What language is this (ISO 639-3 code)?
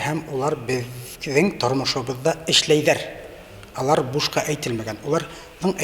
bak